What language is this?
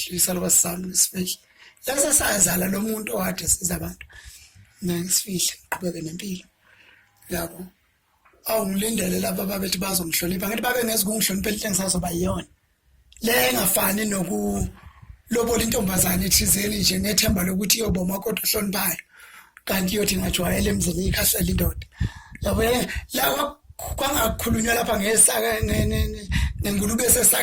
Zulu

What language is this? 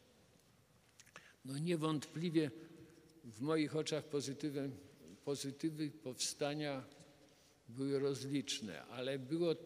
Polish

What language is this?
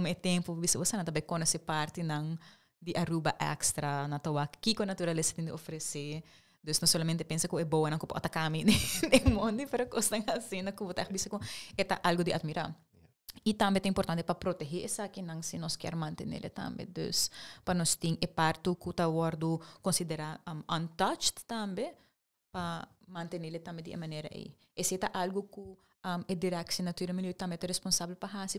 Papiamento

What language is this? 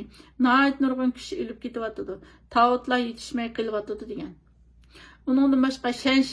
Uyghur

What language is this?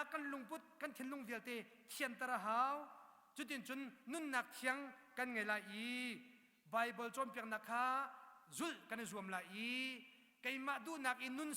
Hakha Chin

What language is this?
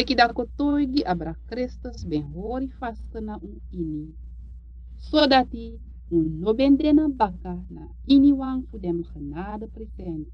Sranan Tongo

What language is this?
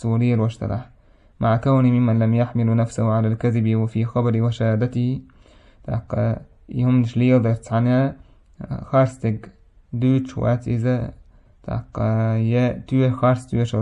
Chechen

